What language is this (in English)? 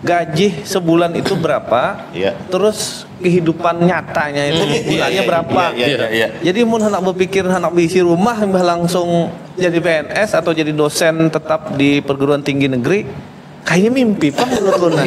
Banjar